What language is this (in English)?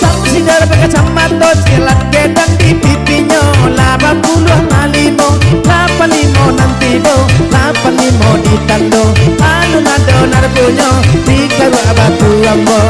Minangkabau